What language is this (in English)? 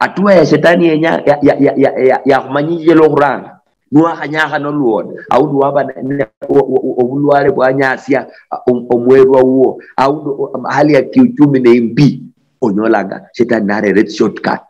Luyia